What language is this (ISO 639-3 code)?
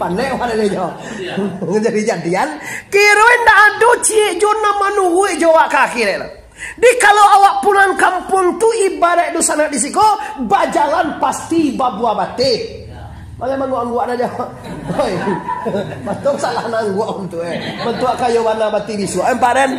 min